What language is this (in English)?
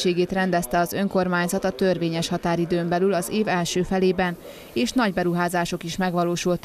Hungarian